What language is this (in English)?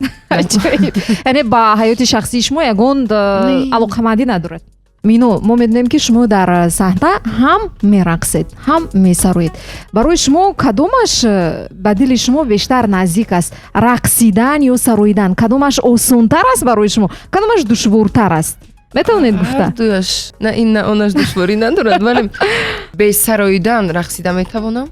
Tajik